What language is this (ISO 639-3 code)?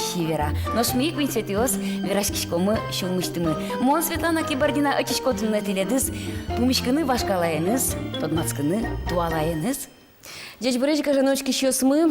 udm